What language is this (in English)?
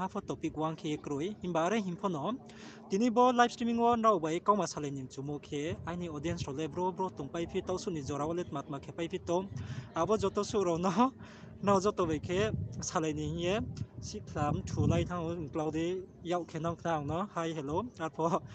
Riang (India)